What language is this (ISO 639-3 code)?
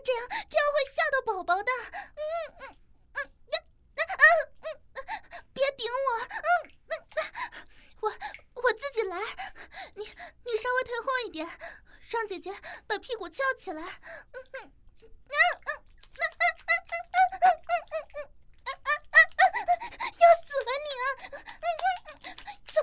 zho